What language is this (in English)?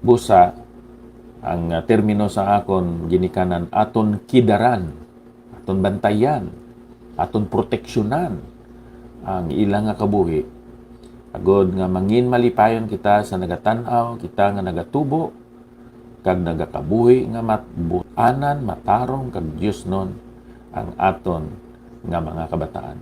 Hiligaynon